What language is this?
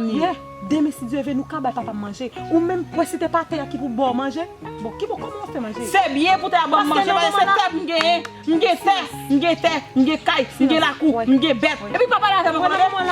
Haitian Creole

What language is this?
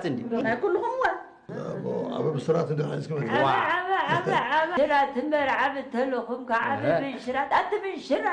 Tigrinya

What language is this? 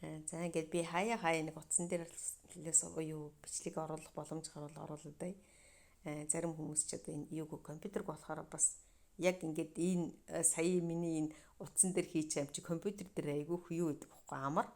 Mongolian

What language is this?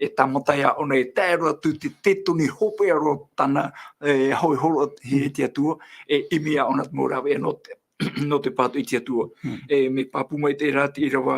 Tahitian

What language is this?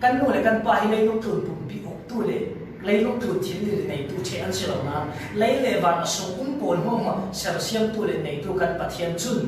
Falam Chin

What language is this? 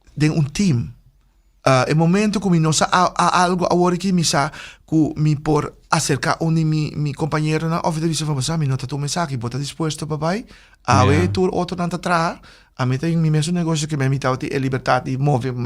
Papiamento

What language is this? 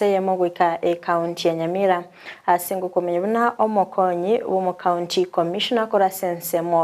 Gusii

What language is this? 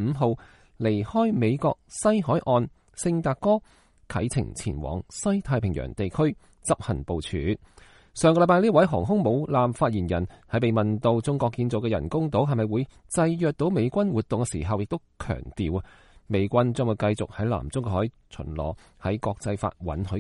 Cantonese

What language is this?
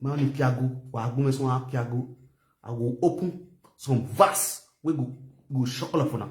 Nigerian Pidgin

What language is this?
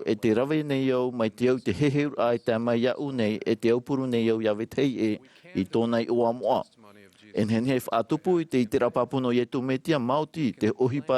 Tahitian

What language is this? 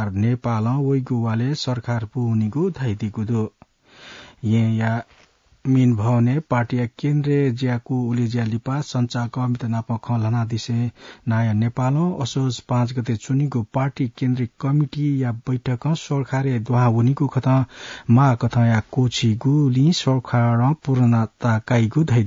Newari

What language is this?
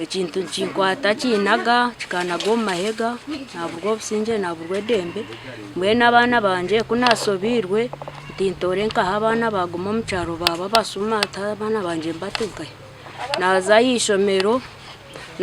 Nyankole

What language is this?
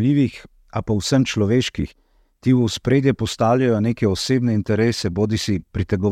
Slovenian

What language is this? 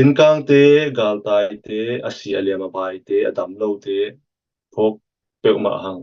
Tedim Chin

